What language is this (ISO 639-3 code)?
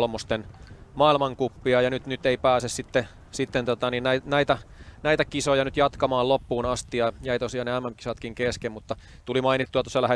fin